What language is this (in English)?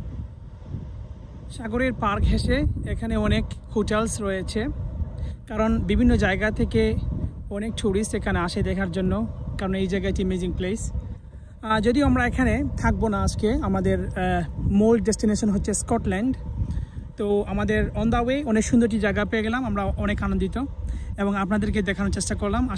Bangla